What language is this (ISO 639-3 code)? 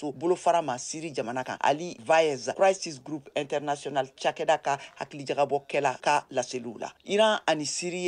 bam